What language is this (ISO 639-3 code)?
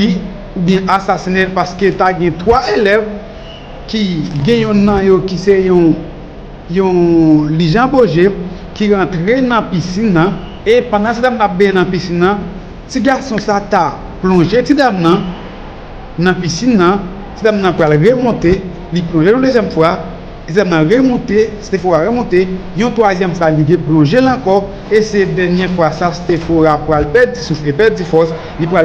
hat